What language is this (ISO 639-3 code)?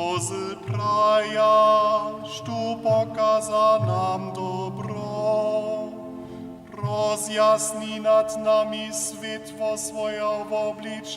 hsb